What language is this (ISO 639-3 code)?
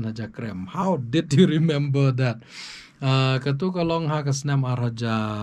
kha